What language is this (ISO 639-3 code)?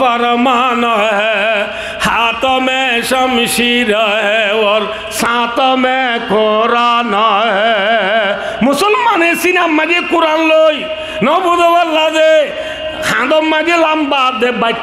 rhg